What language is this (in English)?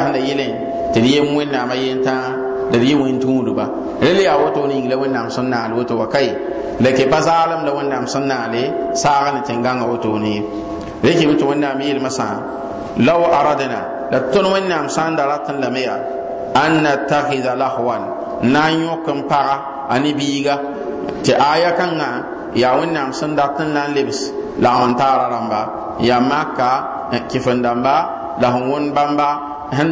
Mossi